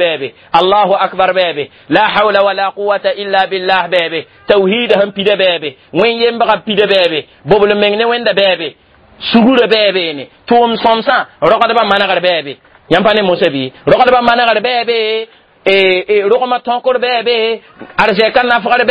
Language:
Mossi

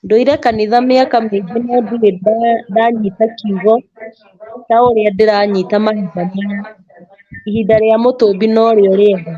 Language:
Kikuyu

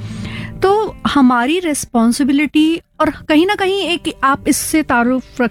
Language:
Hindi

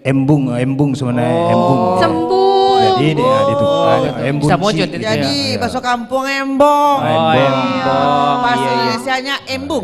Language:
Minangkabau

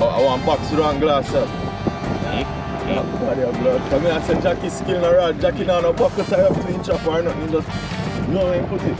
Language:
Jamaican Creole English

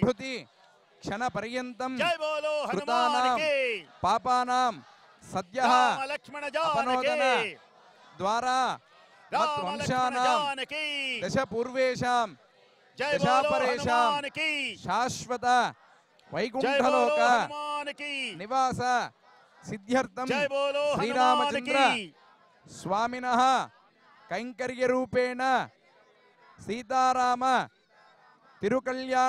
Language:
Telugu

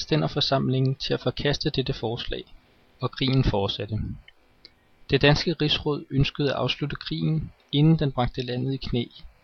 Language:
Danish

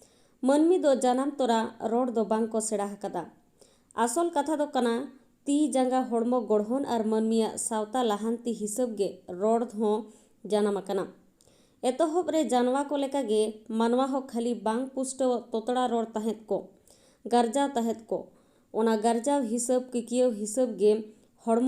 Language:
Santali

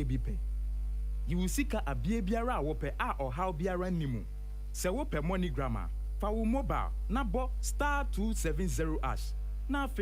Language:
Akan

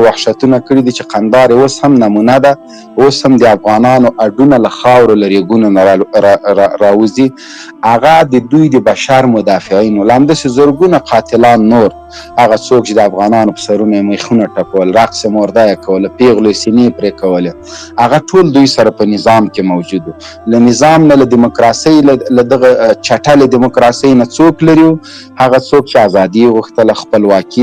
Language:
Pashto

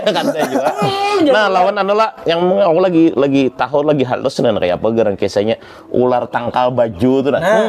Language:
Banjar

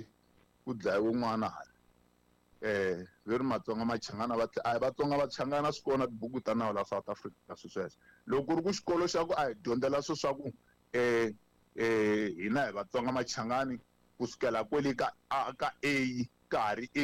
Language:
Tsonga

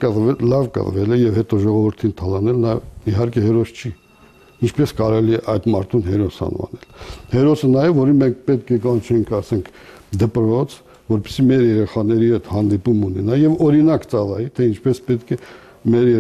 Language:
Armenian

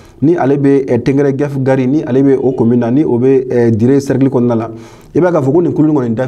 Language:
Bambara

